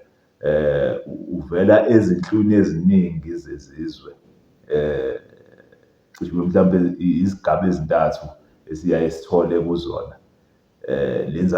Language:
Zulu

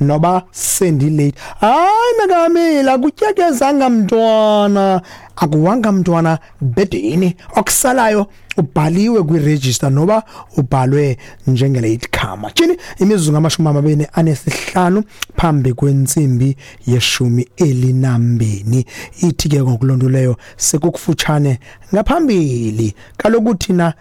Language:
Xhosa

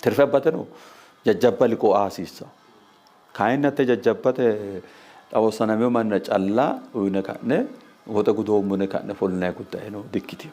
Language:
Sidamo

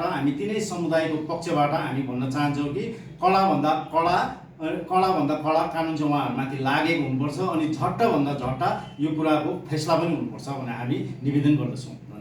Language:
Nepali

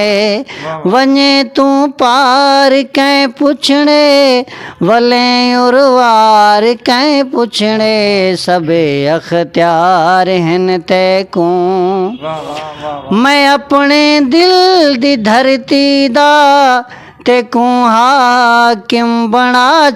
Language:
Saraiki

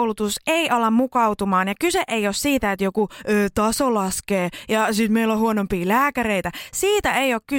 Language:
Finnish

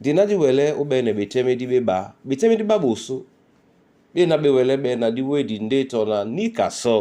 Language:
Duala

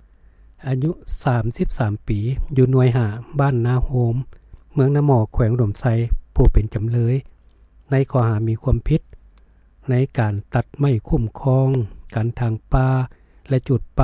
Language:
Lao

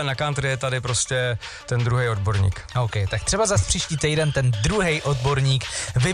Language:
Czech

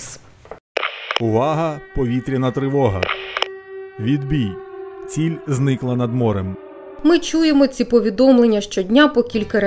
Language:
Ukrainian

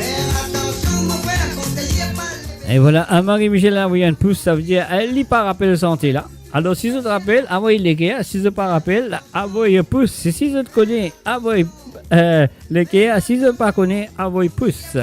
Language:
Morisyen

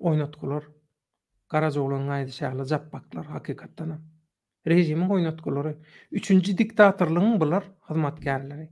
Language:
Turkmen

